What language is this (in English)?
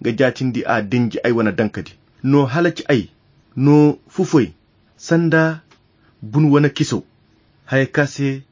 Koyra Chiini